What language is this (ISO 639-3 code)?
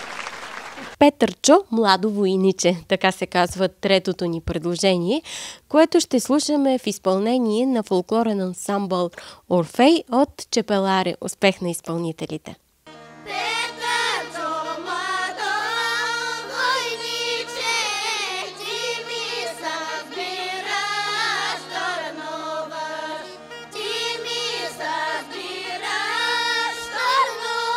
bul